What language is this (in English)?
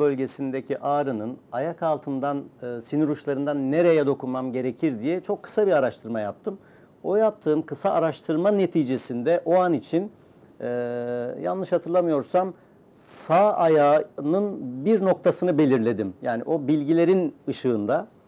Turkish